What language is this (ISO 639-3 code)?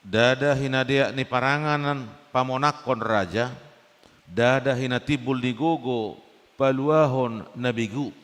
bbc